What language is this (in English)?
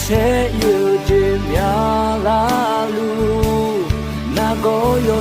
Akha